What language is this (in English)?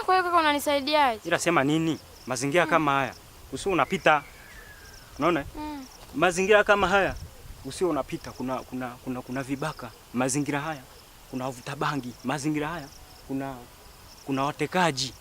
Swahili